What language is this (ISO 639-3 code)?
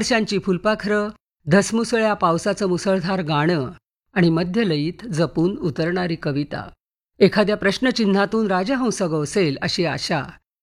mar